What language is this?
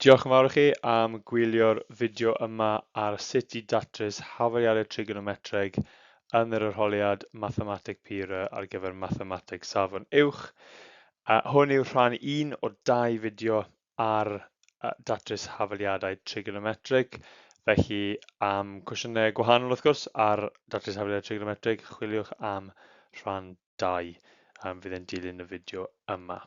Welsh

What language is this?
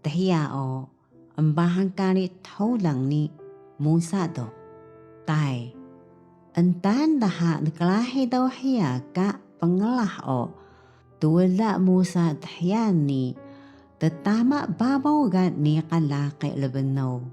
Taroko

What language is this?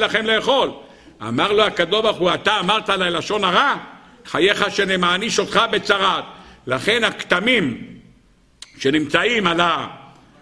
Hebrew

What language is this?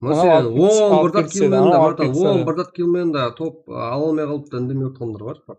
Kara-Kalpak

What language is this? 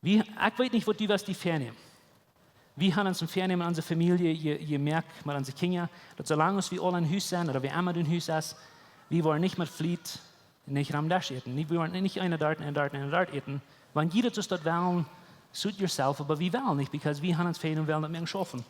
Plautdietsch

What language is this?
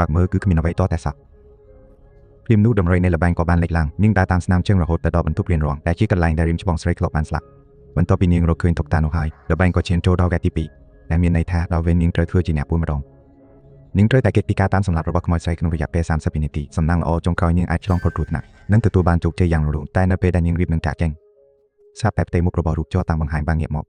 Khmer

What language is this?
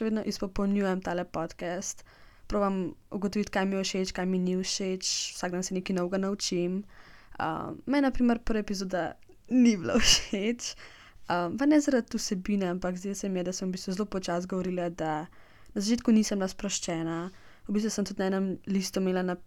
Slovenian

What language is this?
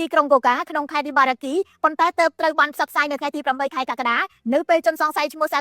Khmer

